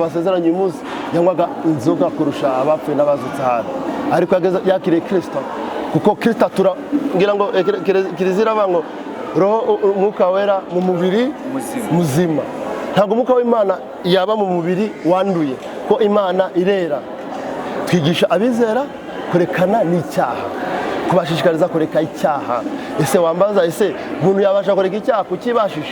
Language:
Kinyarwanda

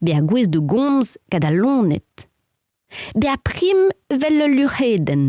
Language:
Breton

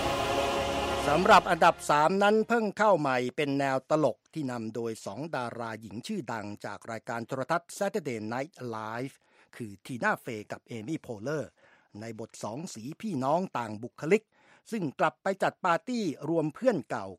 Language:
Thai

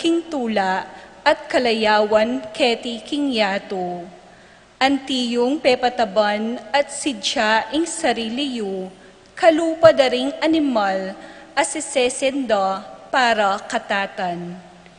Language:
Pampanga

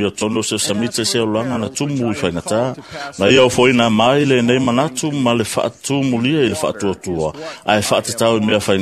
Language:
Samoan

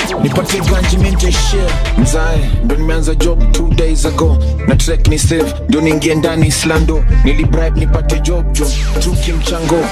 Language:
Swahili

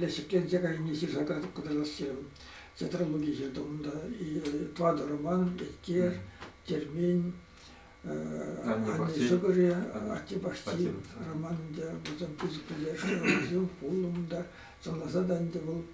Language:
Chuvash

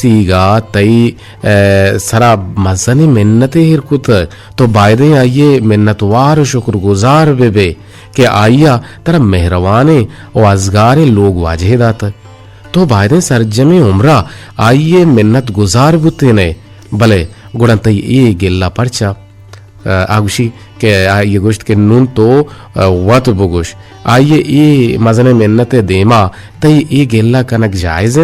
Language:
Eastern Balochi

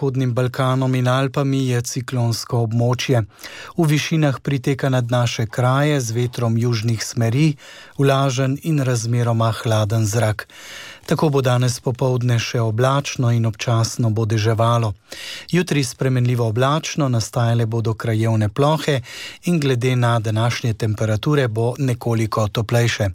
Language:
Slovenian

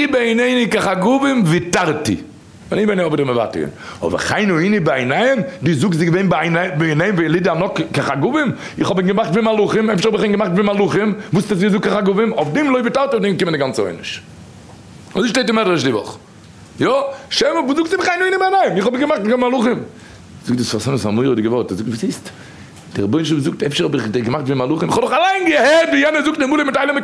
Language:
Yiddish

